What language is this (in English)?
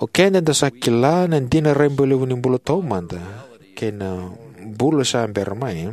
Fijian